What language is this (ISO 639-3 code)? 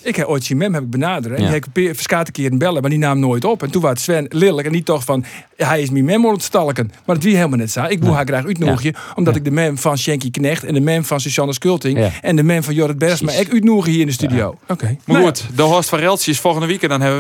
fry